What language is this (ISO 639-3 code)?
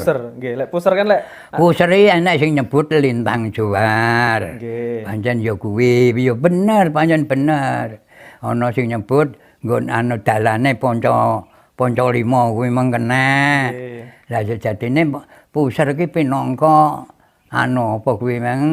jav